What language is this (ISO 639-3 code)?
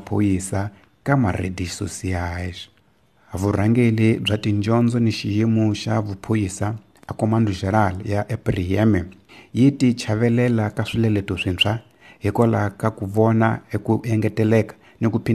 tso